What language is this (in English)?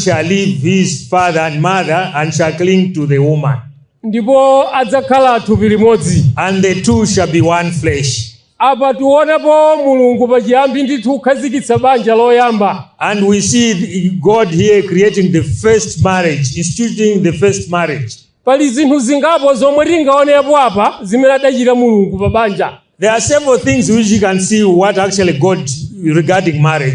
Nyanja